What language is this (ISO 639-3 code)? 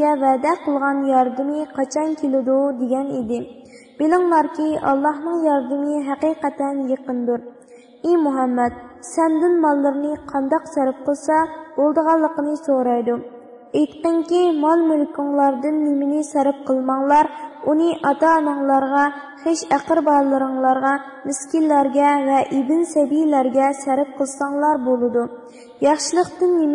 uig